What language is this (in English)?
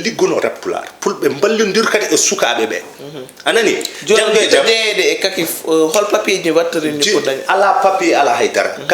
Fula